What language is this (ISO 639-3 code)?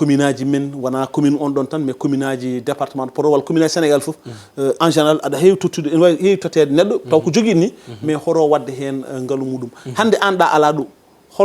ful